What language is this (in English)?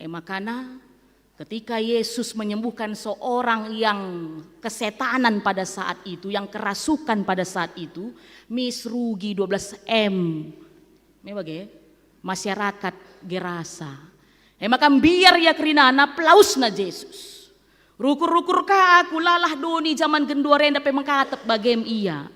Batak Karo